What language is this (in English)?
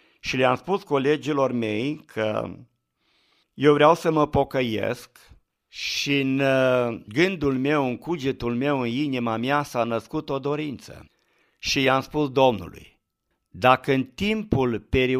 Romanian